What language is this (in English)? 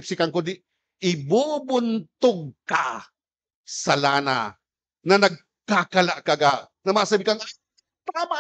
Bikol